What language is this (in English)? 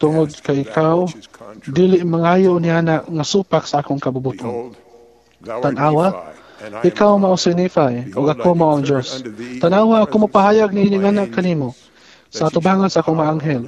Cebuano